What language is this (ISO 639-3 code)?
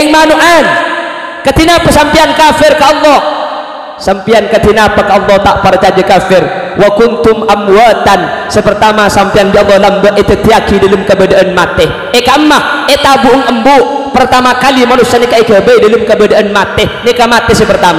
mad